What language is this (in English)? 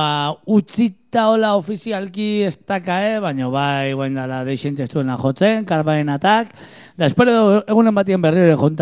Basque